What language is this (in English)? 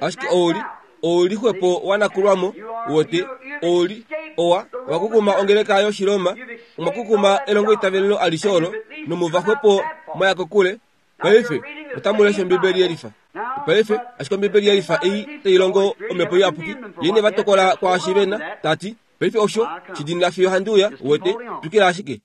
Kuanyama